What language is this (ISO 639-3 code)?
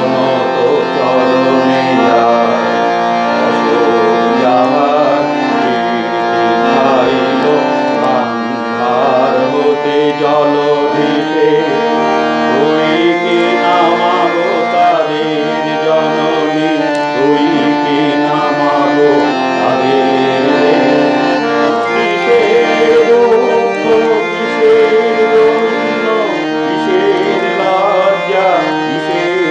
ben